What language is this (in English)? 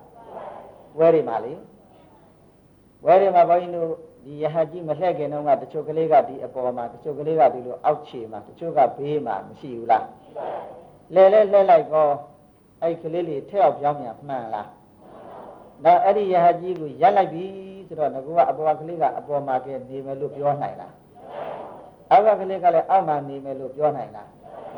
Burmese